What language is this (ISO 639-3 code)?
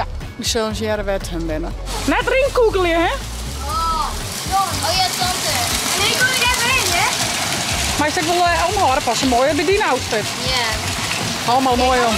fry